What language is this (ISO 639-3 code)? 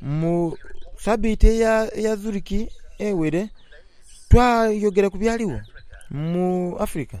xog